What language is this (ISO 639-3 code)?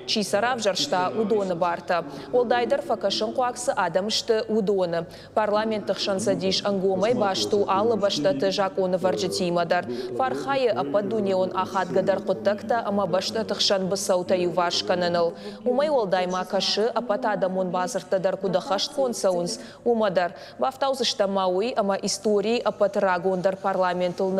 oss